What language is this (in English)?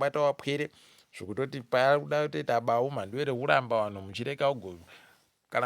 Ndau